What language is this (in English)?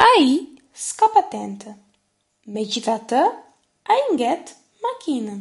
Albanian